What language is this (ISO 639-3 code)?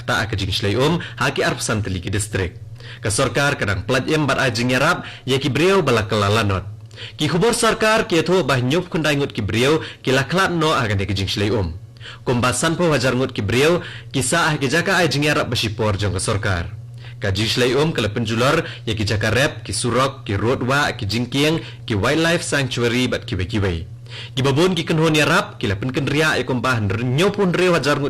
kha